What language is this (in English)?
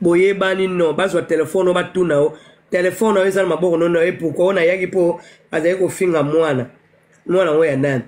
Lingala